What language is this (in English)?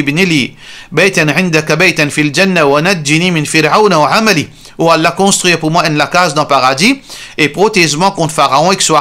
Morisyen